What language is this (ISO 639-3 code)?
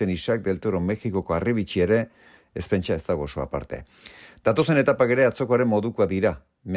eus